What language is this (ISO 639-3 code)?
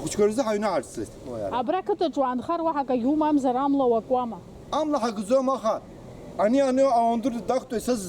abk